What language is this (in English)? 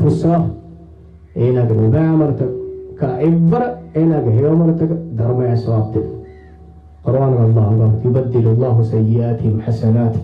Divehi